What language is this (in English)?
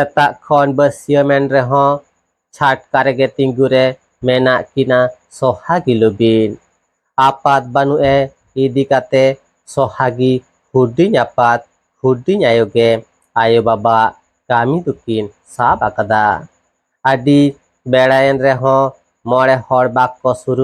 Santali